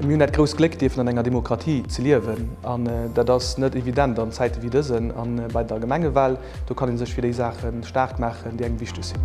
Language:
Luxembourgish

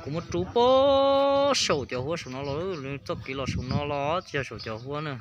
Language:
Hmong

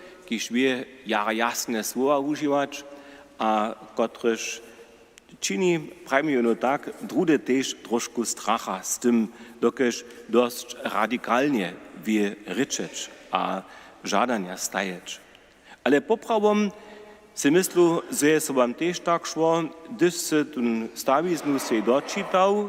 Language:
Upper Sorbian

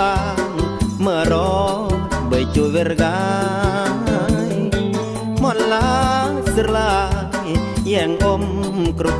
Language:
Khmu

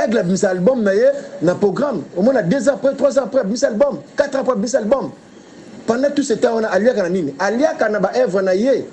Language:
Lingala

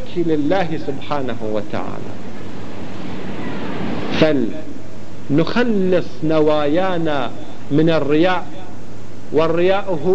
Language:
Arabic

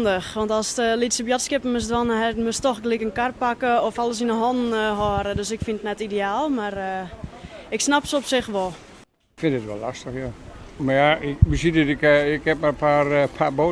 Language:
Western Frisian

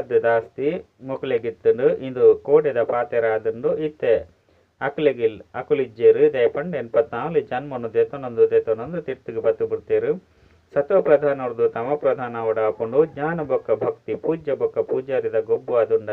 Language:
Tulu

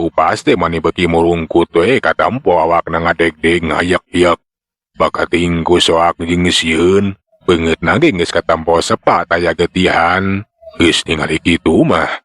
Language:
Sundanese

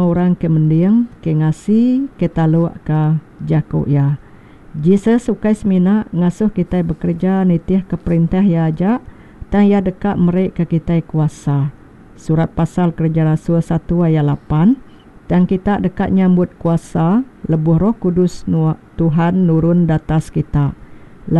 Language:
Iban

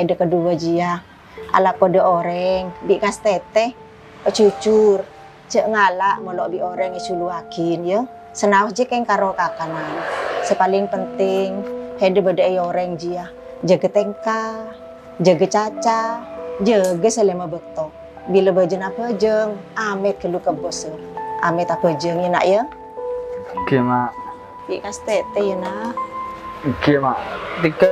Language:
Madurese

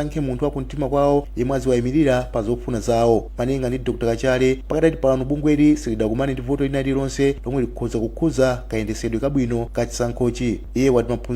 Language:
Nyanja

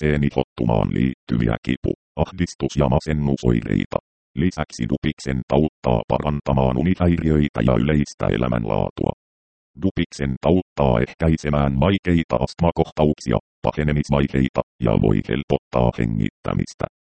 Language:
Finnish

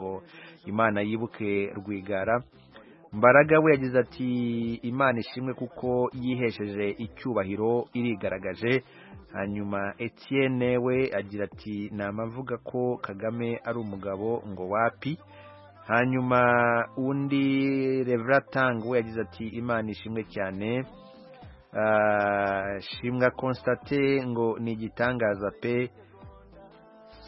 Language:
Kinyarwanda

